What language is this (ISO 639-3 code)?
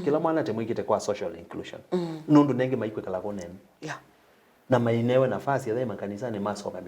kam